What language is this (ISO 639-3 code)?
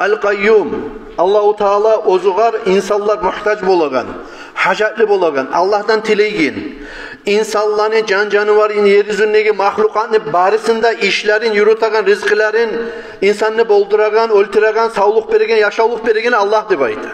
kum